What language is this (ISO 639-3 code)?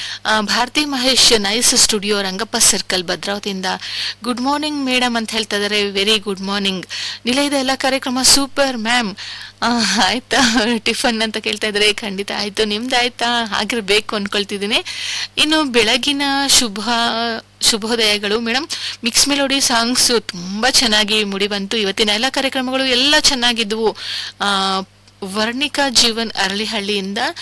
kan